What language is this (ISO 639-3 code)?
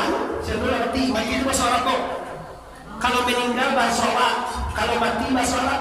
min